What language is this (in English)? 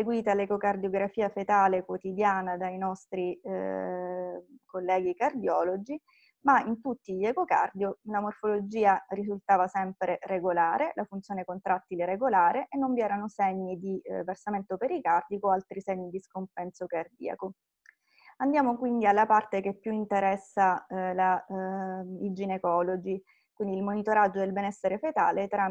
Italian